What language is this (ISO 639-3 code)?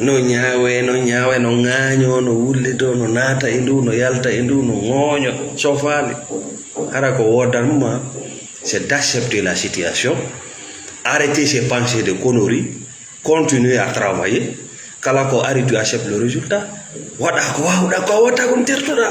ful